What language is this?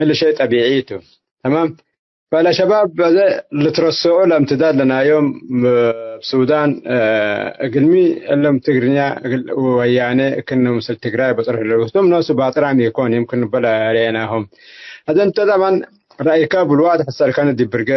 Tigre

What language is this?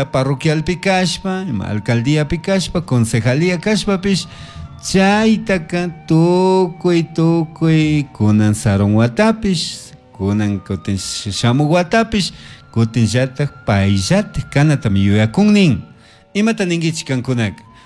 Chimborazo Highland Quichua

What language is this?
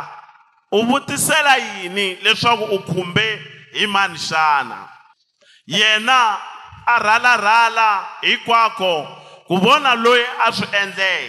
Tsonga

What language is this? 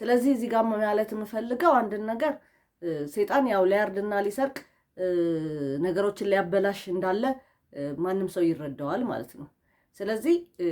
Amharic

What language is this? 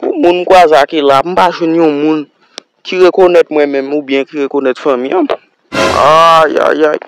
Haitian Creole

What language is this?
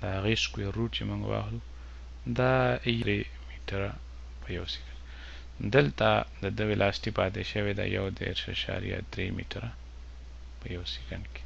Pashto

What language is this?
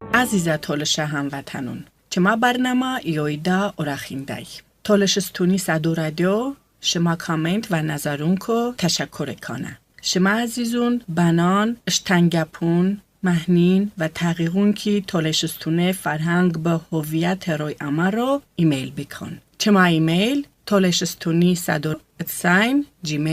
Talysh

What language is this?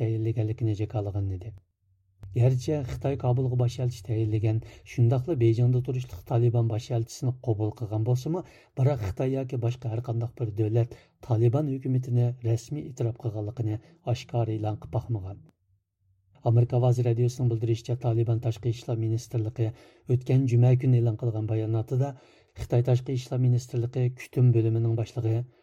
Uyghur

